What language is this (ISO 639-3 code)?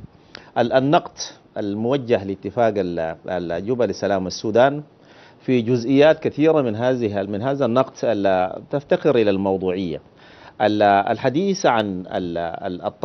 ara